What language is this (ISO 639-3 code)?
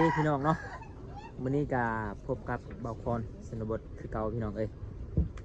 lao